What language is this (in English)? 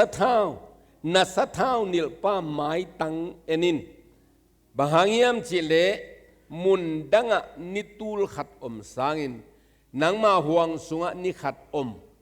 Tedim Chin